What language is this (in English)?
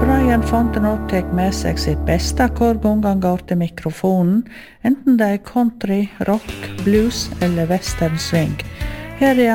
Norwegian